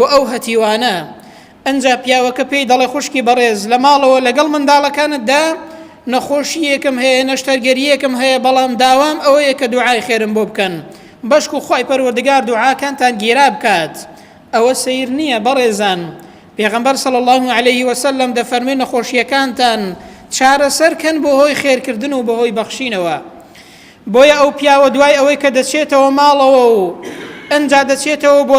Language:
Central Kurdish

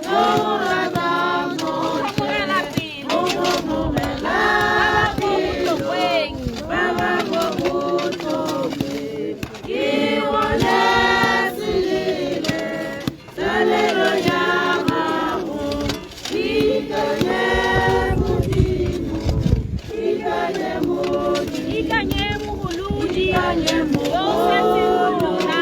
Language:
Tswana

